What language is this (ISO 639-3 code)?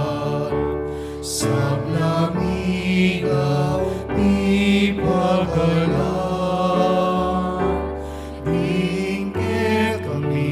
pam